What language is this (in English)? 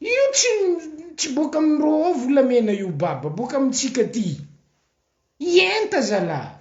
Malagasy